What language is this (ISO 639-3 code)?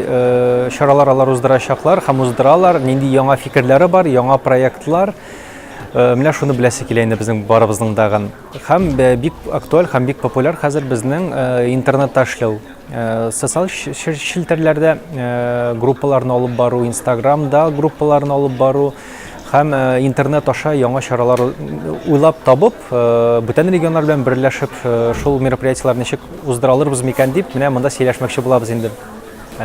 tat